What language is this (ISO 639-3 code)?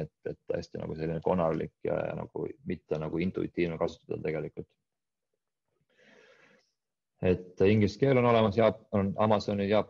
est